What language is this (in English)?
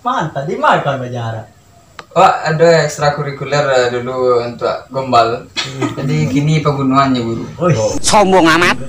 Minangkabau